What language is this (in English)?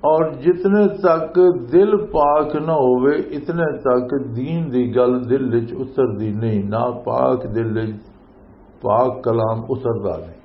Western Panjabi